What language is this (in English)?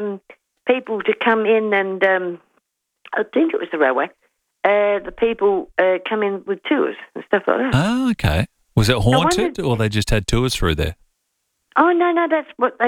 English